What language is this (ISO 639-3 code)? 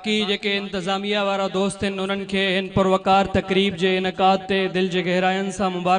snd